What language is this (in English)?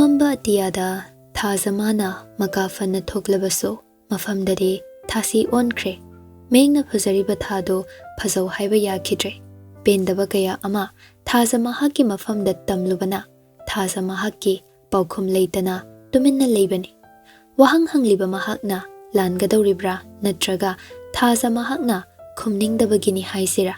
Manipuri